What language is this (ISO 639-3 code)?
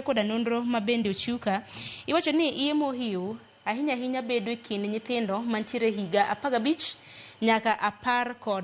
luo